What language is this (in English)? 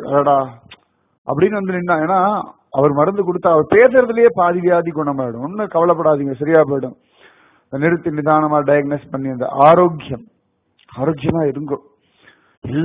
Tamil